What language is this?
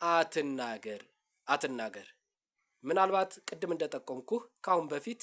Amharic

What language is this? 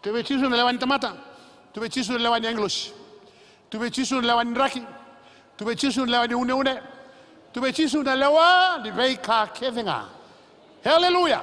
Fijian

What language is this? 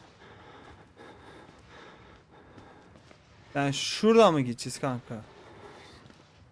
Turkish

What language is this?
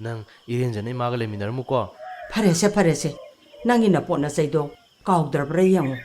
Manipuri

